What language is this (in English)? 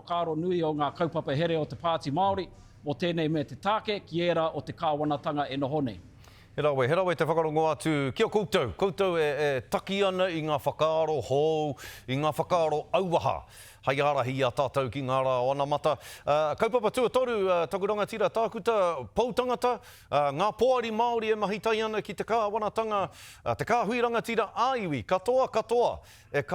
Māori